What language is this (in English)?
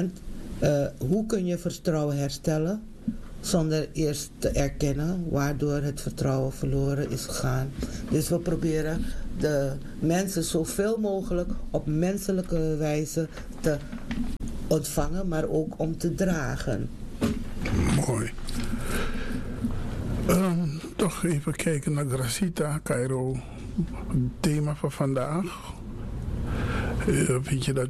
Dutch